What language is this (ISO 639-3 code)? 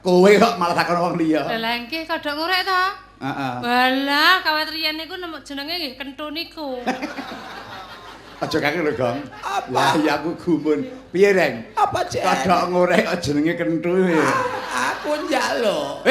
jav